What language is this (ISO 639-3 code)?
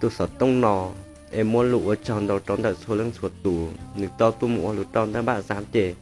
hmn